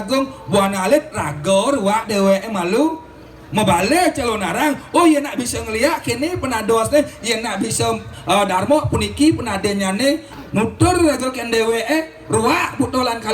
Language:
Balinese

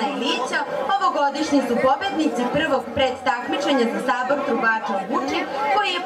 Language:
Serbian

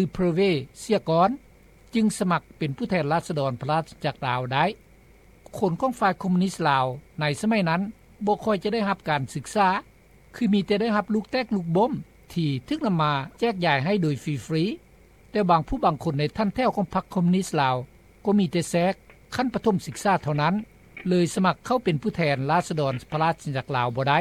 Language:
Lao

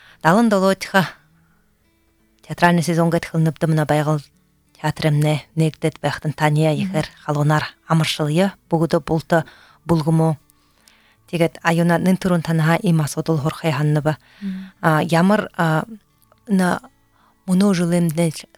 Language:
Buriat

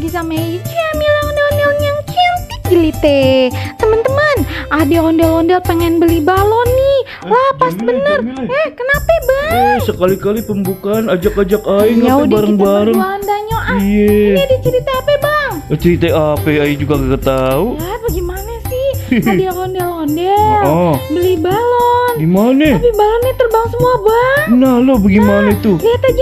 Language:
Betawi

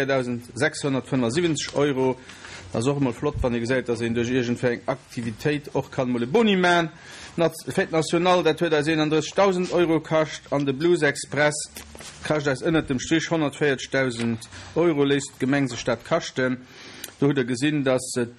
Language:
Luxembourgish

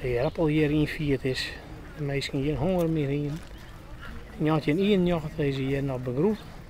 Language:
Western Frisian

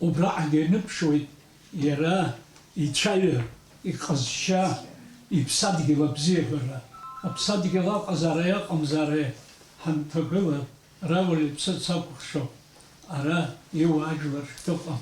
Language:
Abkhazian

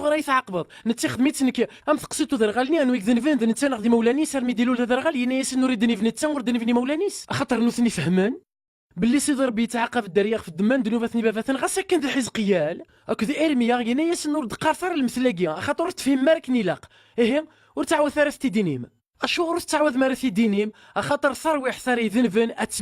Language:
Kabyle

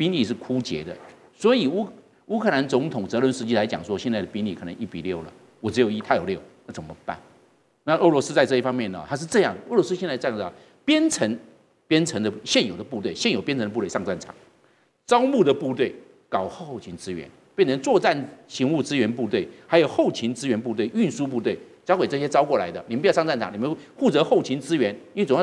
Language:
Chinese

